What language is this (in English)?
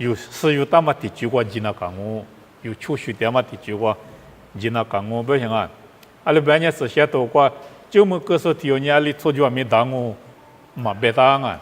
Lisu